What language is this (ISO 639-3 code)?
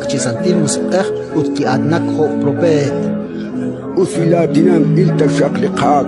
kek